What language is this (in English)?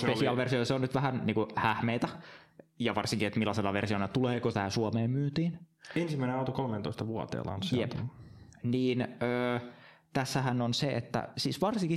Finnish